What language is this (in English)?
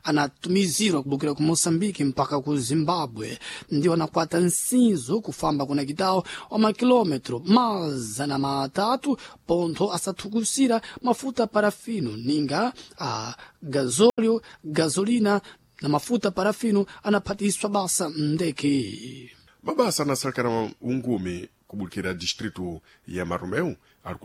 Sena